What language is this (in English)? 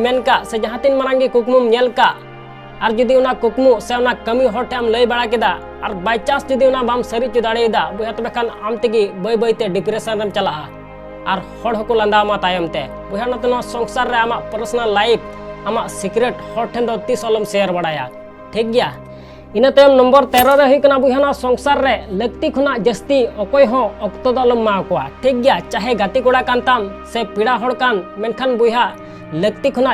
Santali